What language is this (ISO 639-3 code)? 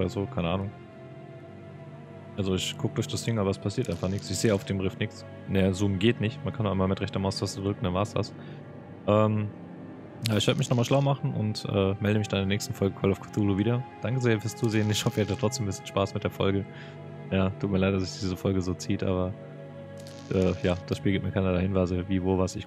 deu